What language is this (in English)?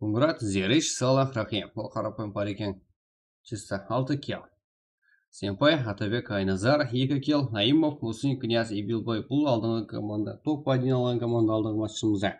Kara-Kalpak